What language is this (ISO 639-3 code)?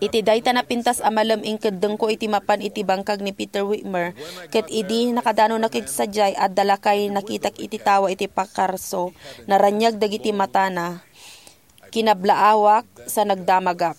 ilo